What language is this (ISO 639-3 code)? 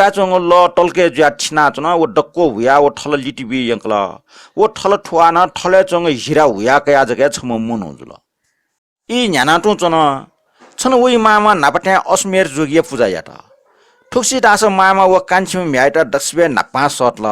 new